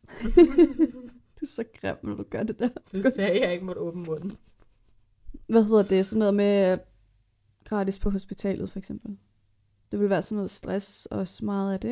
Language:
Danish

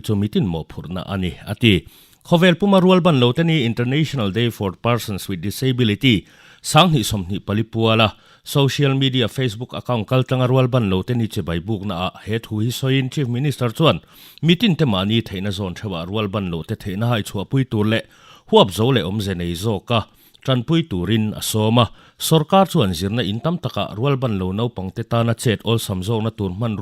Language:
Mizo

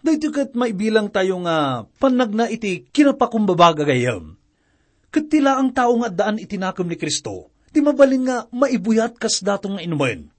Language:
Iloko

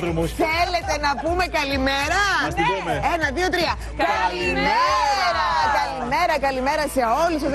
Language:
Greek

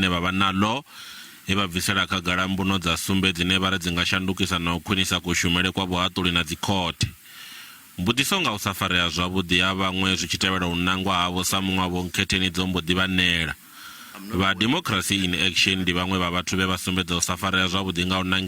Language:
Venda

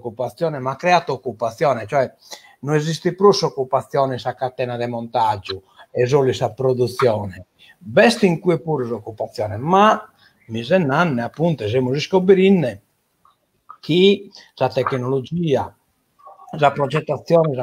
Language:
Sardinian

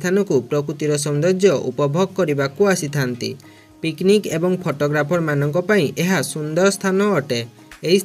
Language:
Odia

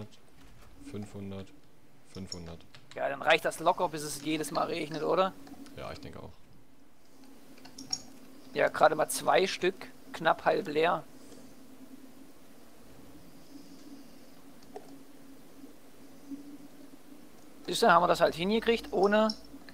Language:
German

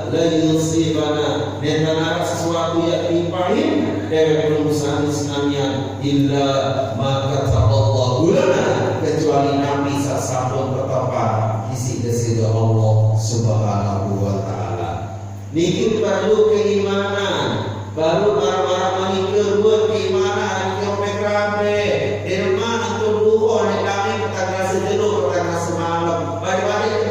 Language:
Sasak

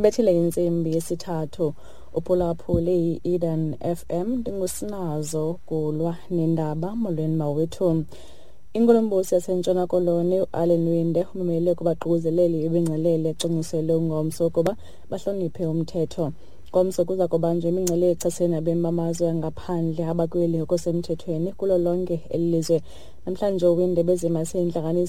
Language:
Xhosa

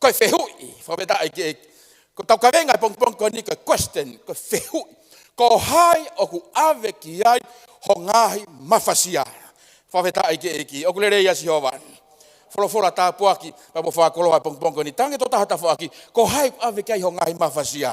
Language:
Tongan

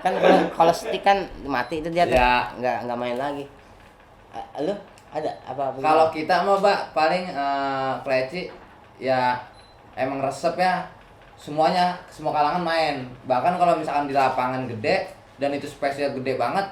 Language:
Betawi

